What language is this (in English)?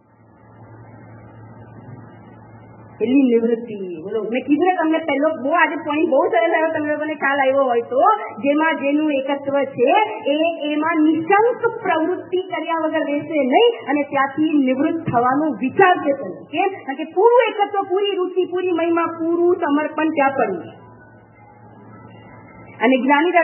Gujarati